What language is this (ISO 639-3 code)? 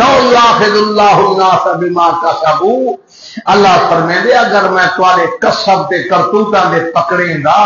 skr